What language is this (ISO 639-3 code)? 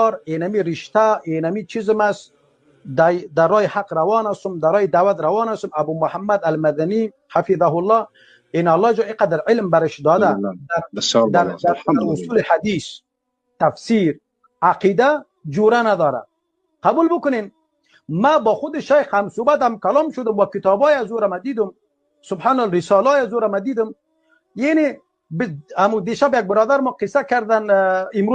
fas